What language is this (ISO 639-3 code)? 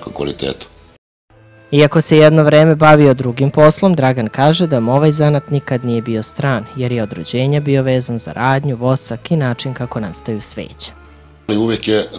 srp